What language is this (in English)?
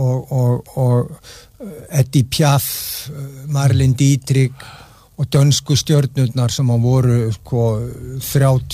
Icelandic